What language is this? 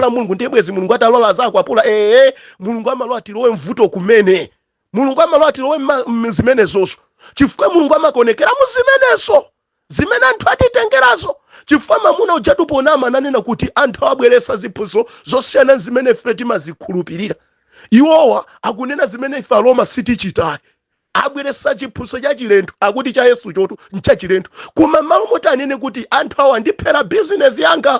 Nyanja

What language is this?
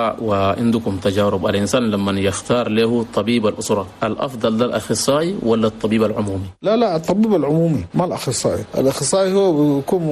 Chadian Arabic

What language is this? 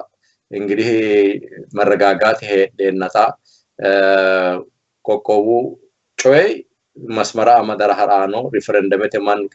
Sidamo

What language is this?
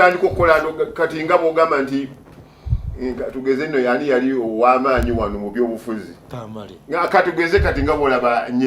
Ganda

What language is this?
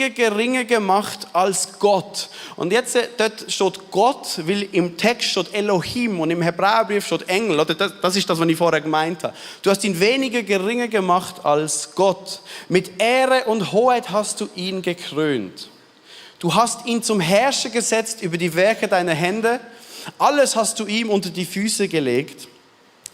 Swiss German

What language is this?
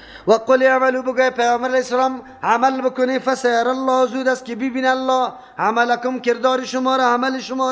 Persian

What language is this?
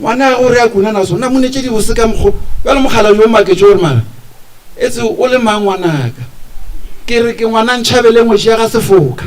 Northern Sotho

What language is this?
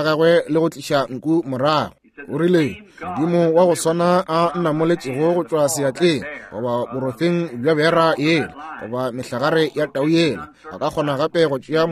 Northern Sotho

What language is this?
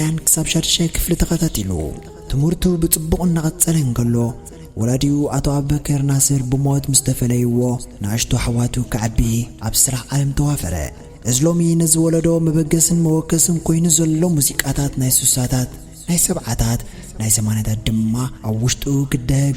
Tigrinya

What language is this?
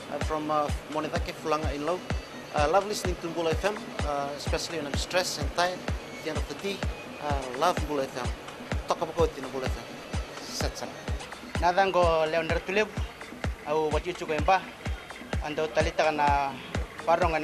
Fijian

